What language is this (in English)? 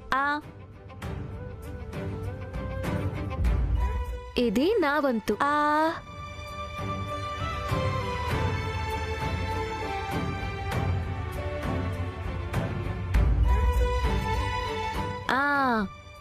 Telugu